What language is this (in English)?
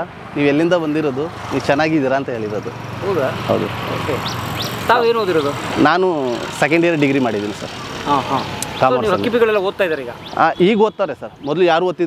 Kannada